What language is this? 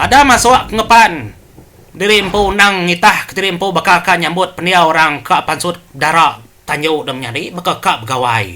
Iban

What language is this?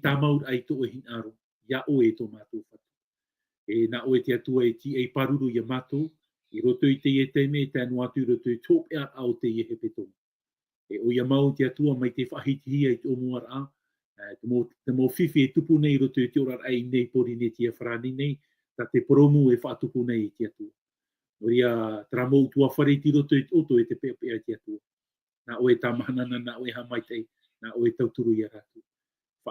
Tahitian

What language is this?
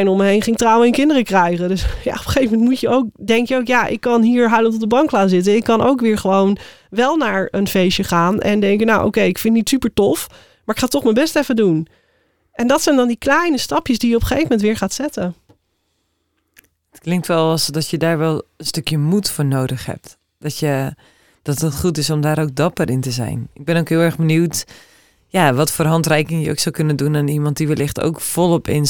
Dutch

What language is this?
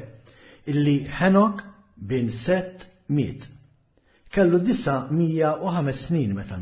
Maltese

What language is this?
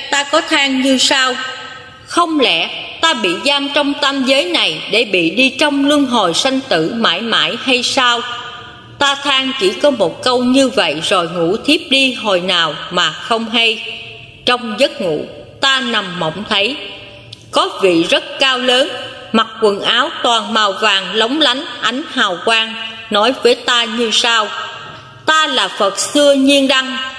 Vietnamese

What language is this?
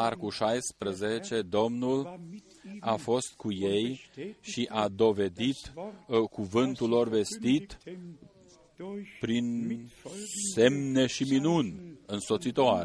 Romanian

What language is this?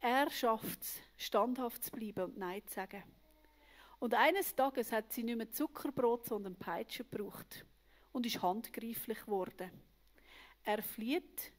Swiss German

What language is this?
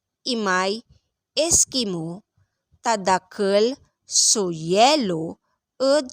Pangasinan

